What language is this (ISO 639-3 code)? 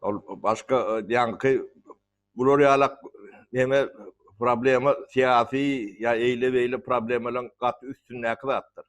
tuk